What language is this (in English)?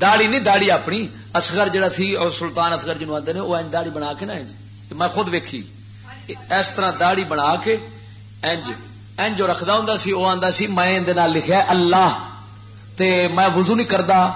Western Panjabi